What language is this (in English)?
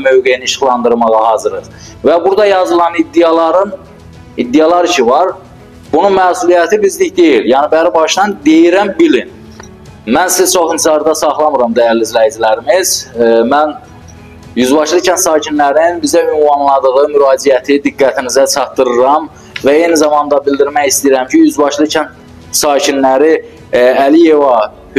Azerbaijani